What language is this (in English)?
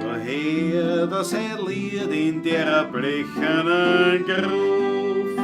Bavarian